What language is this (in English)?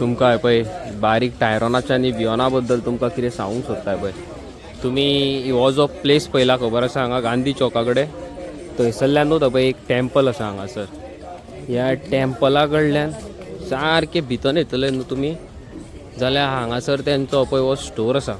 Konkani